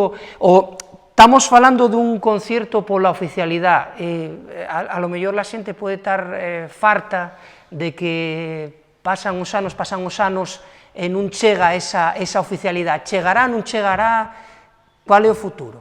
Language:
Asturian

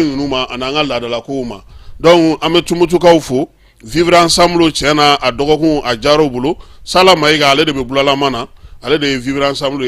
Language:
Bambara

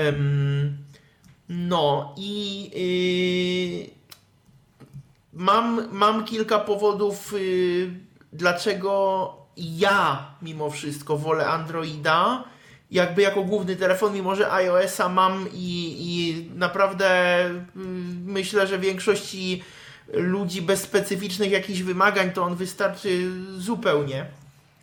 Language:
Polish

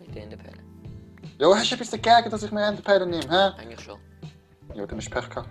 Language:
Swiss German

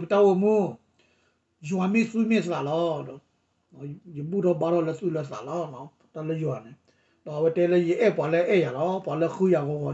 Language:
S'gaw Karen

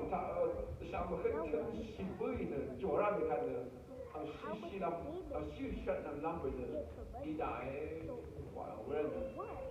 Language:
Rawang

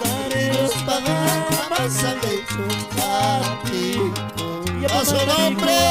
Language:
Ayacucho Quechua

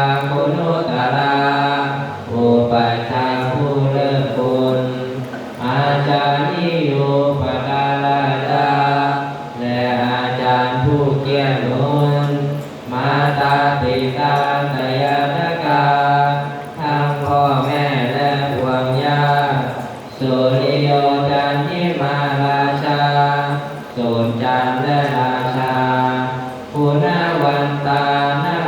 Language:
Pali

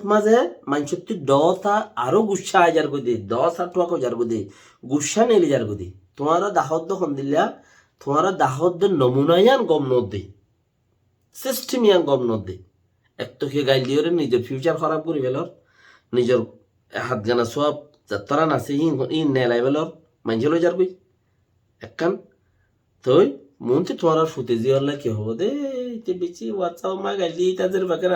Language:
Rohingya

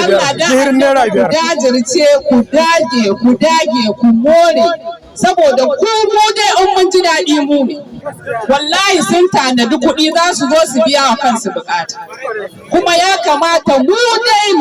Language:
Hausa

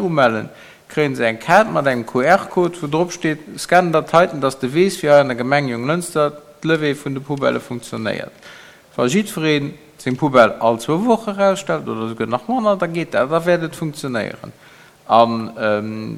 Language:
Luxembourgish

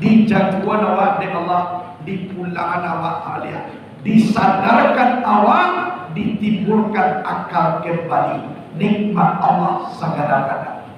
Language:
Minangkabau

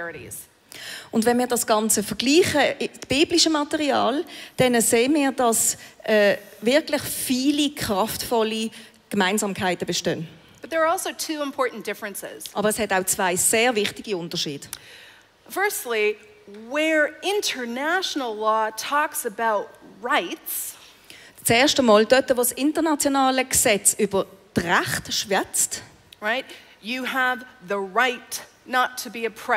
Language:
Swiss German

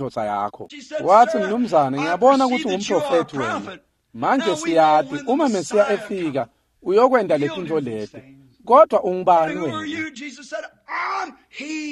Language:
Swati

